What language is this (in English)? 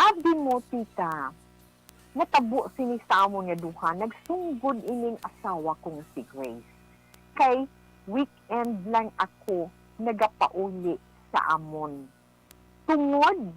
Hiligaynon